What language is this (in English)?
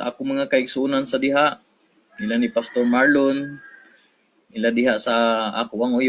Cebuano